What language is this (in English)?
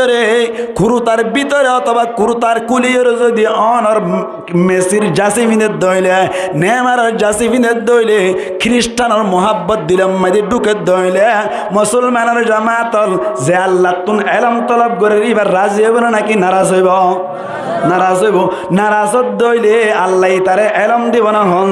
Rohingya